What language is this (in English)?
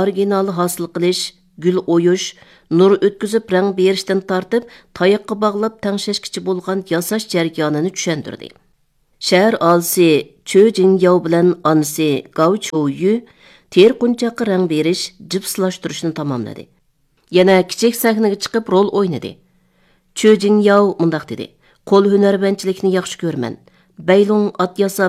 Uyghur